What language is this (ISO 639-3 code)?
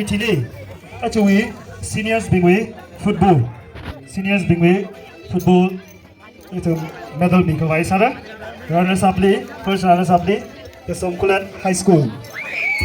nmf